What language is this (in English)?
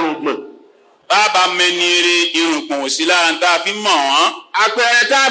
Yoruba